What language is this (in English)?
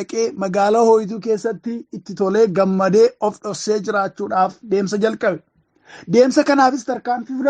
Oromo